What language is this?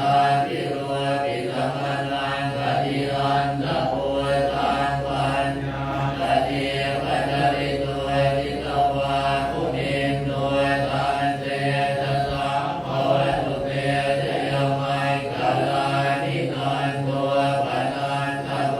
Pali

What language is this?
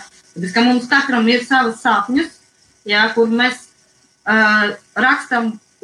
Latvian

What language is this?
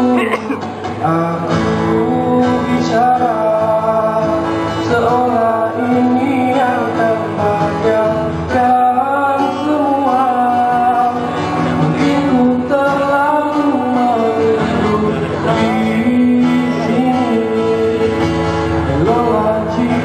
Malay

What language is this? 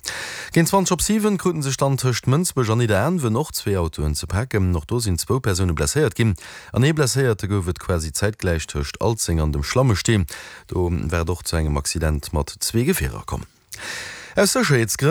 Luxembourgish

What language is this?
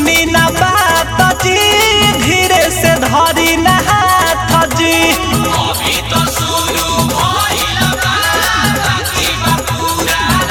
Bhojpuri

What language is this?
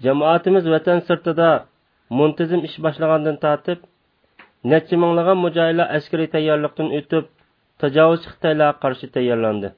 Uyghur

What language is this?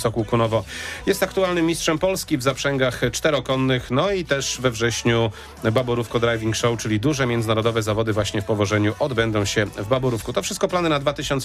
Polish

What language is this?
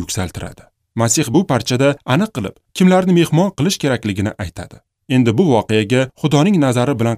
Uzbek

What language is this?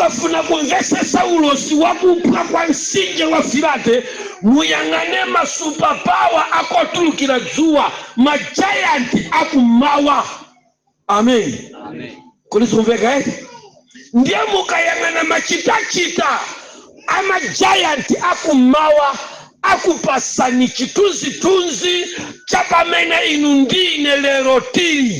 Nyanja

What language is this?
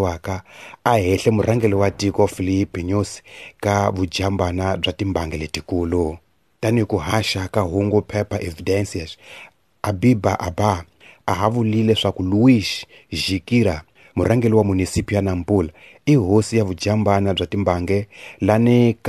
Tsonga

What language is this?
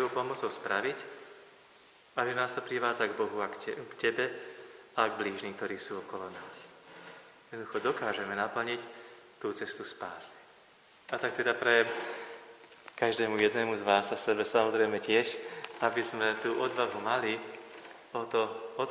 Slovak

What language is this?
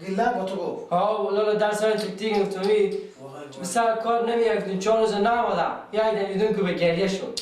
Persian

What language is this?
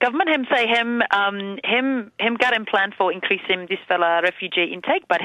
Tok Pisin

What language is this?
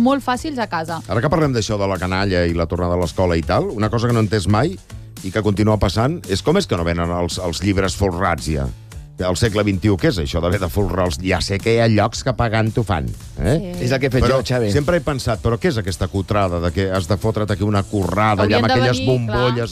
Catalan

